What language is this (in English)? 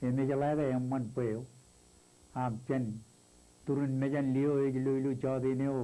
Marshallese